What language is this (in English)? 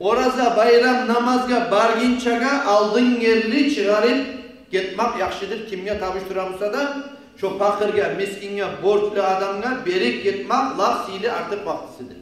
Kumyk